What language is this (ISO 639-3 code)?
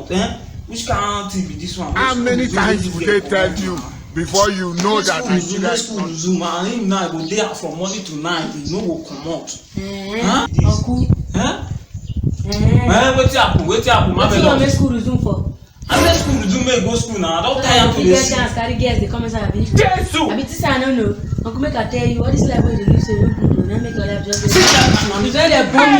pcm